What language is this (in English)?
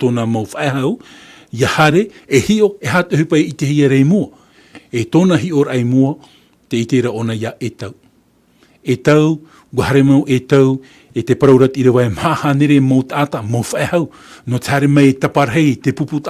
Tahitian